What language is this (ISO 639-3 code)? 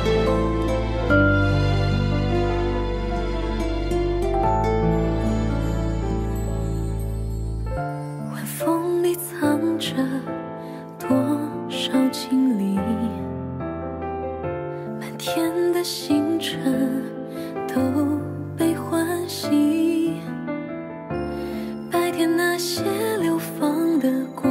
zho